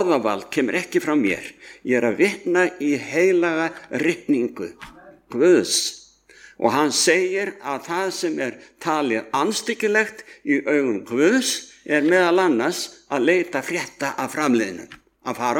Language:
Icelandic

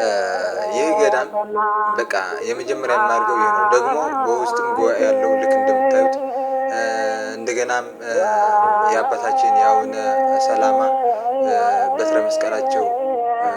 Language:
Amharic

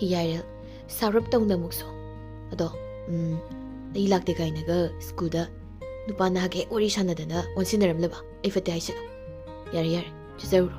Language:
Manipuri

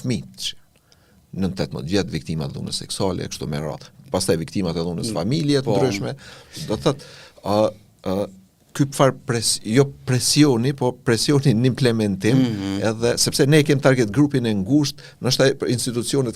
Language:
Albanian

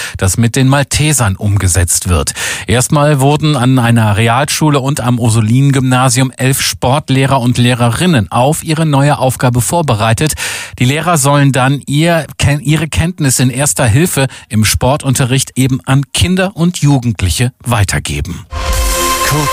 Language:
German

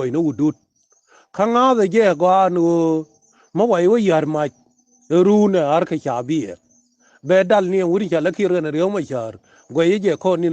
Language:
Nuer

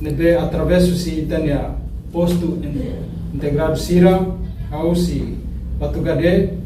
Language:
Tetum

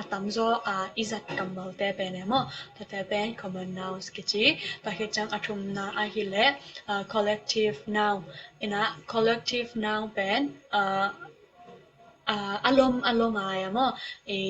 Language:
Tedim Chin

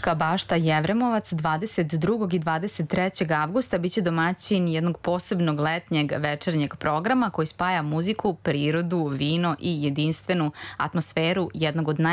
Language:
Serbian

